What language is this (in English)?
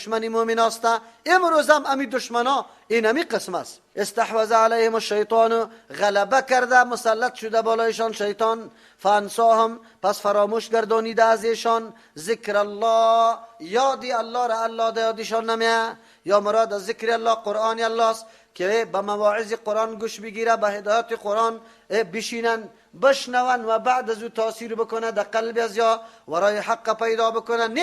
Persian